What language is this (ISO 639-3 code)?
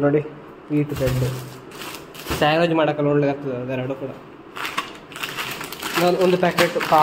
kan